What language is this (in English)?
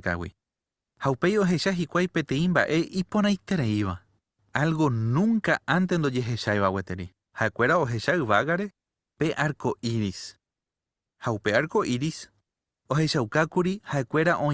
Guarani